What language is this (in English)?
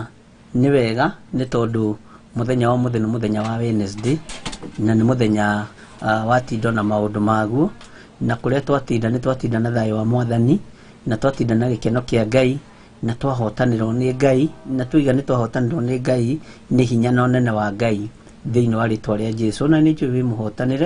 Kikuyu